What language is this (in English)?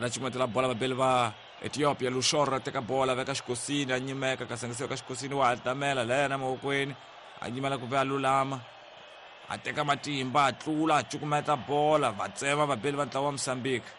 Tsonga